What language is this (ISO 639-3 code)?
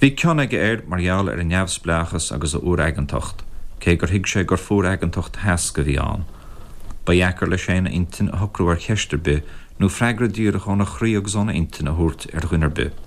gle